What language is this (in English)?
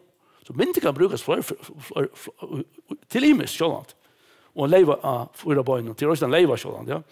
Faroese